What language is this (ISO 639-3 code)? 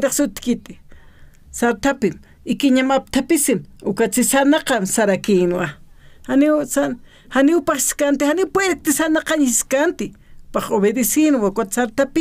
aym